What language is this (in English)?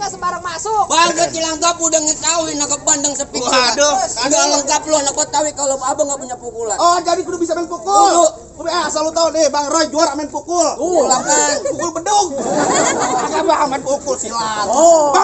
Betawi